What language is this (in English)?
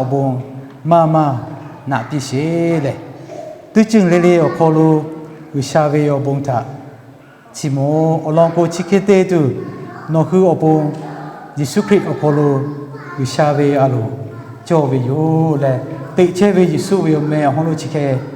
Lahu